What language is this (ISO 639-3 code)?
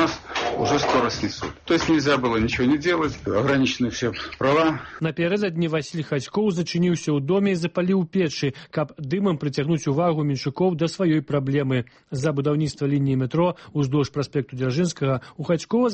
bel